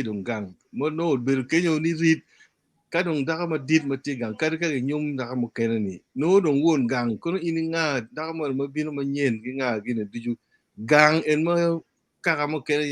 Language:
Acoli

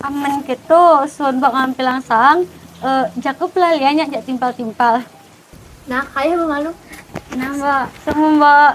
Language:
Balinese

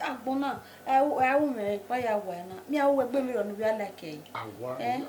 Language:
Bini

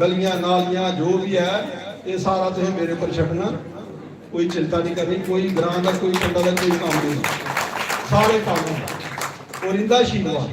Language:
Dogri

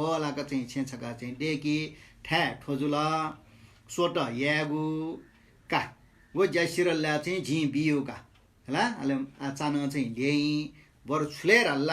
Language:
Newari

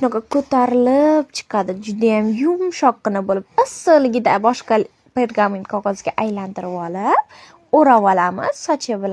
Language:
Uzbek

